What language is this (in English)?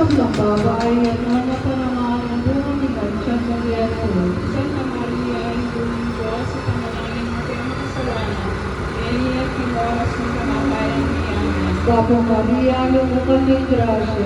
Pampanga